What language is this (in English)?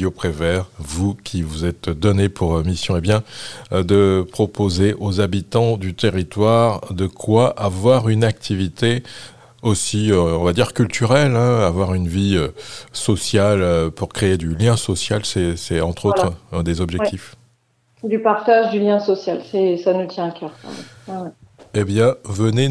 French